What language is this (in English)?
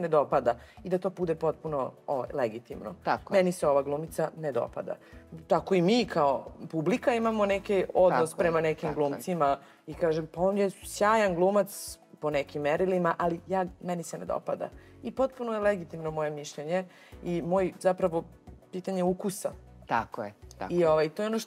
Serbian